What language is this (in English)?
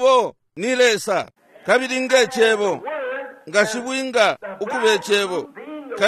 Bemba